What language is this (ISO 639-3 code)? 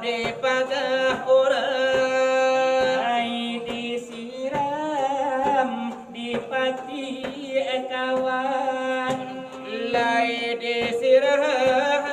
min